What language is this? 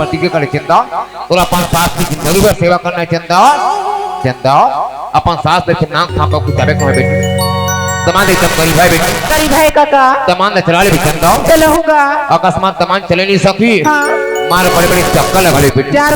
Chhattisgarhi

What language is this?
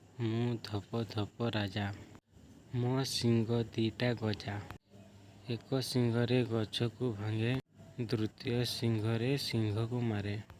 Odia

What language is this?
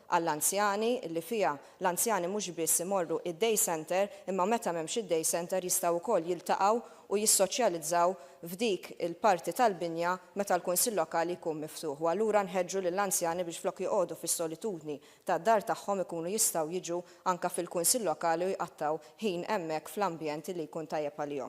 Maltese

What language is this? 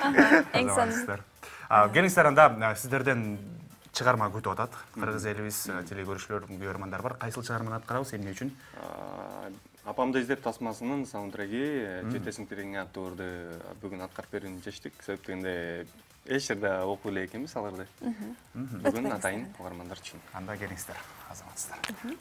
Kyrgyz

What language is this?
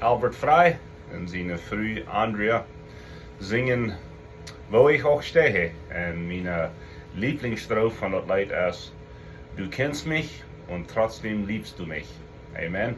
Plautdietsch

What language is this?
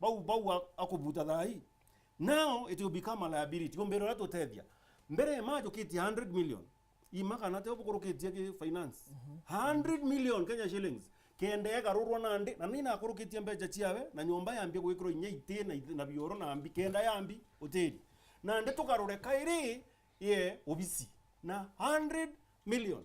Meru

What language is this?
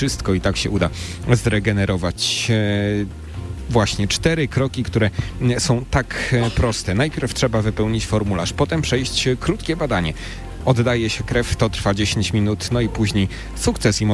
Polish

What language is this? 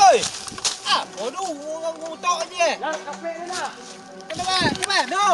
Minangkabau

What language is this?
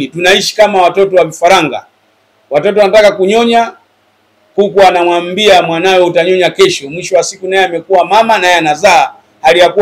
Swahili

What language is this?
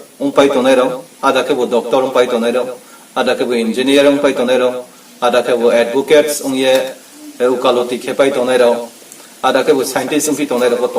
Riang (India)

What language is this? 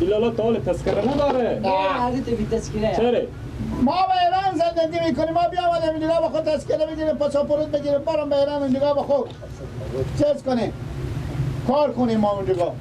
Persian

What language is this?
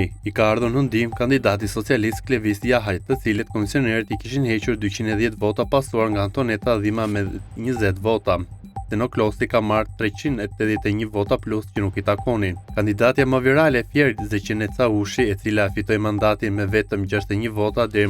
Albanian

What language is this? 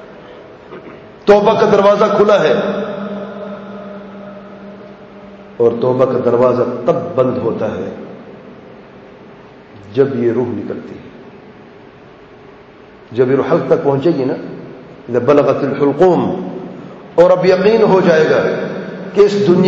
Urdu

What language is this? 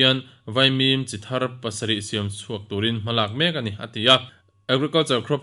Mizo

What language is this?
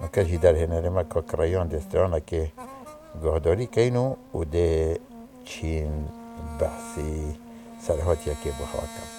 Kurdish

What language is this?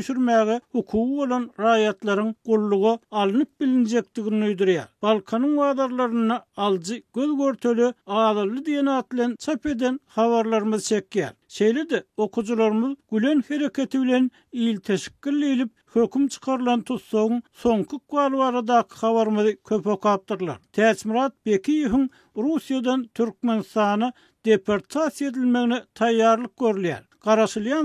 Turkmen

